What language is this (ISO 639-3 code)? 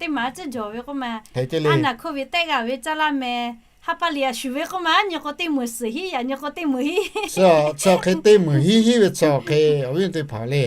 lhu